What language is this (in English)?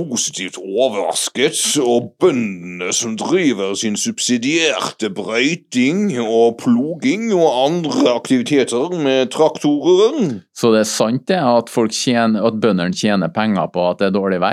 Norwegian